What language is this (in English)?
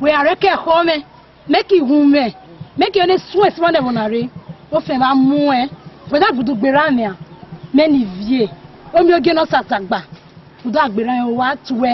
Esan